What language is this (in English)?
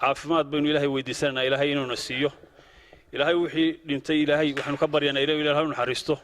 Somali